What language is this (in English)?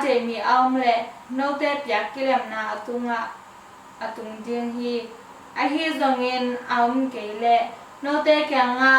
Tedim Chin